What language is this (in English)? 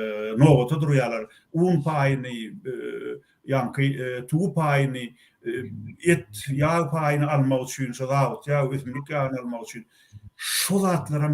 Turkmen